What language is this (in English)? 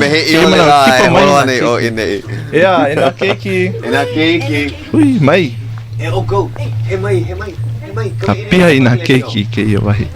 Hawaiian